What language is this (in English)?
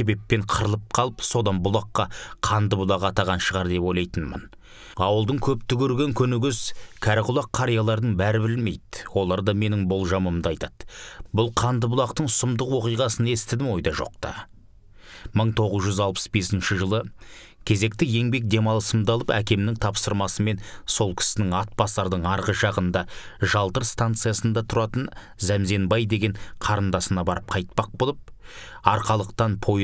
Kazakh